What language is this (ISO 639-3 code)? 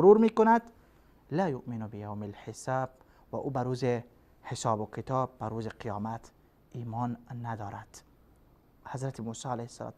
fas